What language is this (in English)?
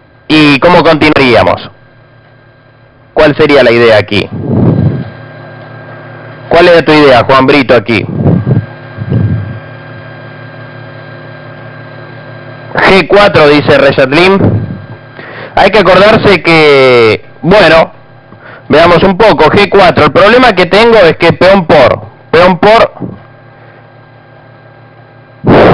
Spanish